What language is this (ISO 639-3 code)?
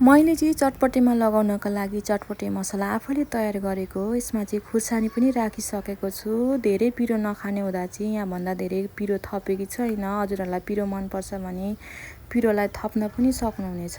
nep